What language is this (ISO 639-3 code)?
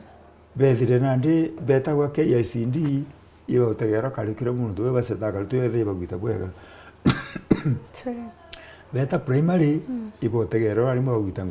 mer